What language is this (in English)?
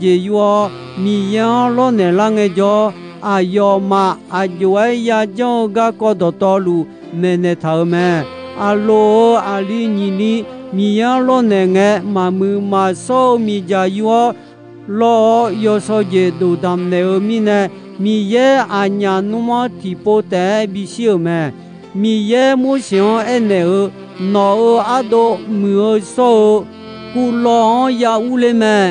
Akha